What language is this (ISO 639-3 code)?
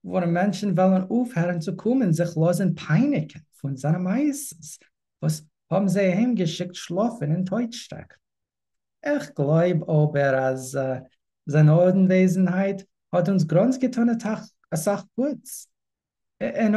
yid